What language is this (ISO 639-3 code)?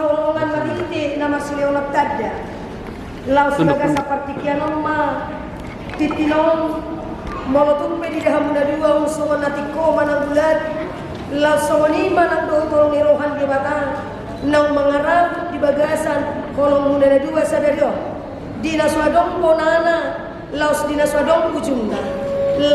bbc